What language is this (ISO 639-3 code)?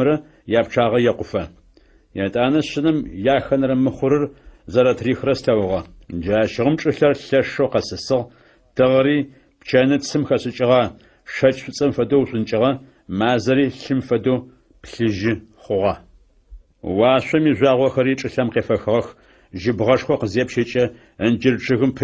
ady